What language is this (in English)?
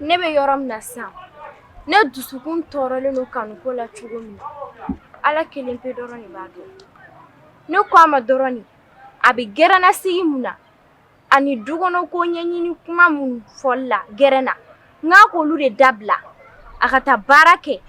Bambara